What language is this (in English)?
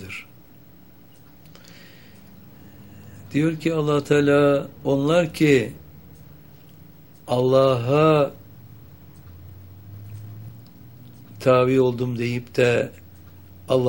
Turkish